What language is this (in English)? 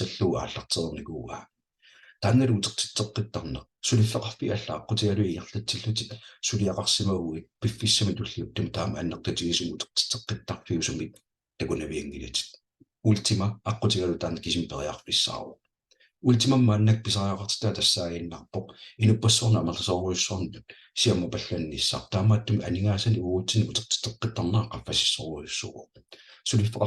Kalaallisut